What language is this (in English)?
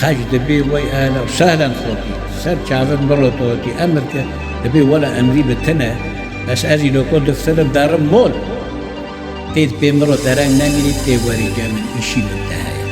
Kurdish